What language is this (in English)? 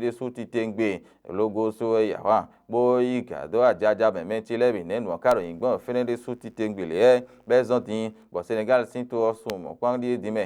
Fon